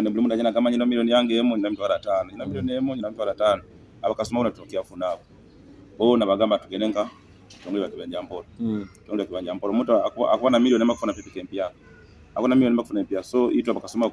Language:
Nyoro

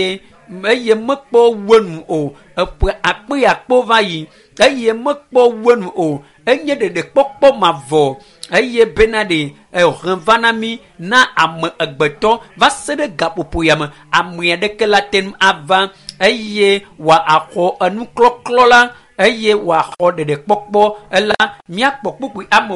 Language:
Ewe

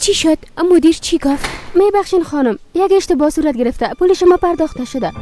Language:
Persian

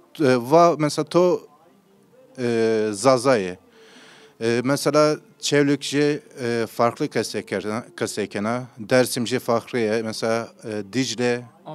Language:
Zaza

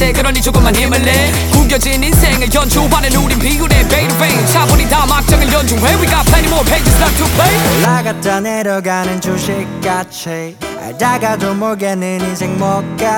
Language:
Korean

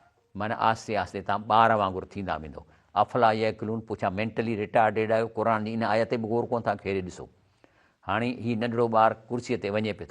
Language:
Sindhi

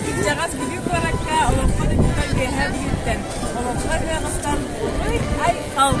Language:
Yakut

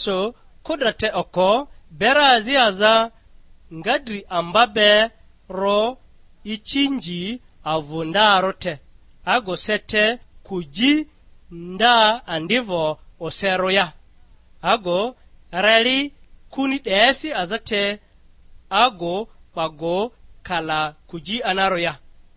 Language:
Lugbara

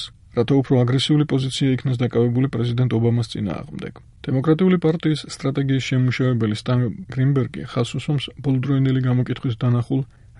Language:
Georgian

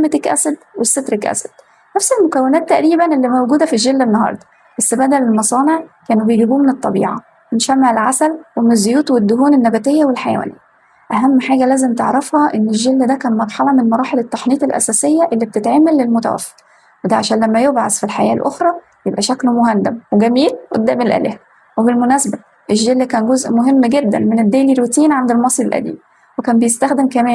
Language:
Egyptian Arabic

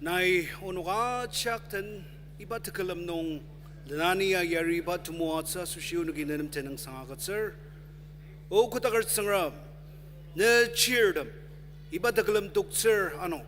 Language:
Ao Naga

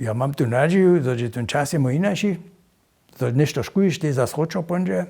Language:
Upper Sorbian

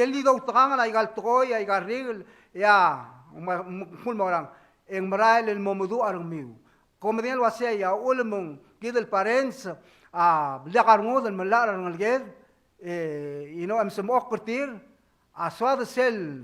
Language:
Palauan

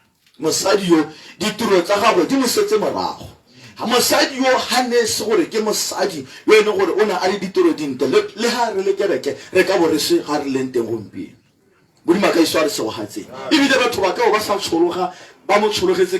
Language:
Tswana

